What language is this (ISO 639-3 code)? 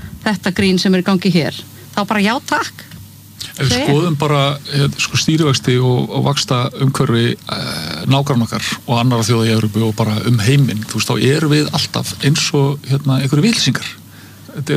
isl